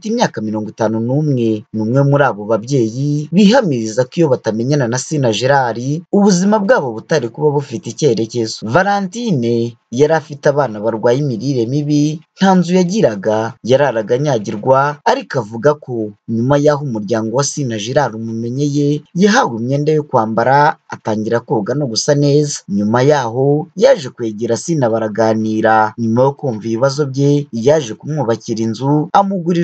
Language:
Kinyarwanda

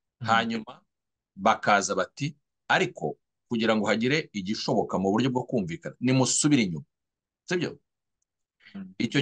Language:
Kinyarwanda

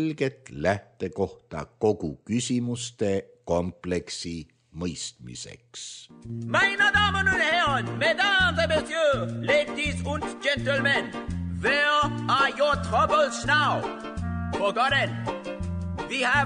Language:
Estonian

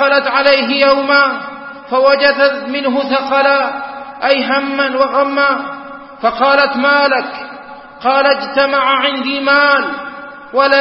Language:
Arabic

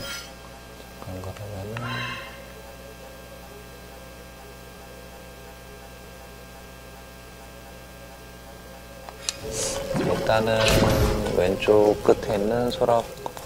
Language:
Korean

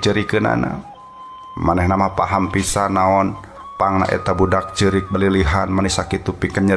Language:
Sundanese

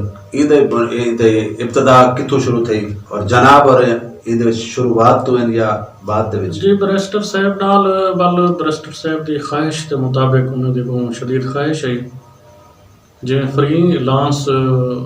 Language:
Saraiki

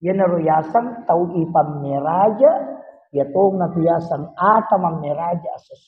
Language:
Buginese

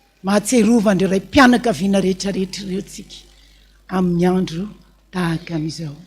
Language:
Malagasy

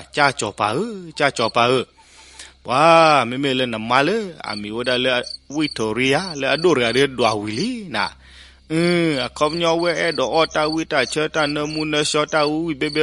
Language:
S'gaw Karen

